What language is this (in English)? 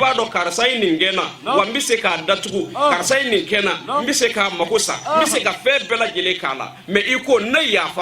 Bambara